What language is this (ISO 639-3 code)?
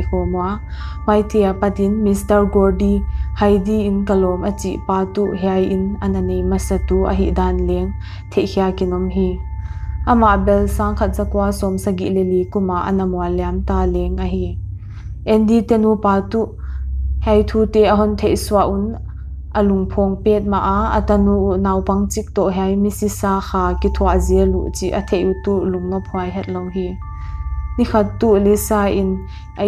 pck